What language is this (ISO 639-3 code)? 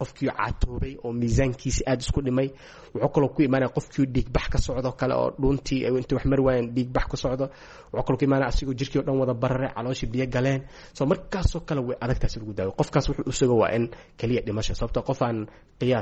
som